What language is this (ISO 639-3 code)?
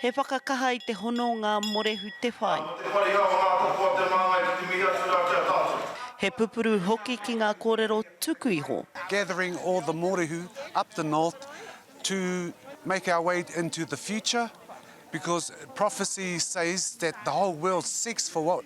mri